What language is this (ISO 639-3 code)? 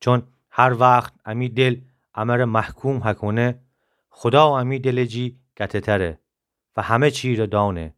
glk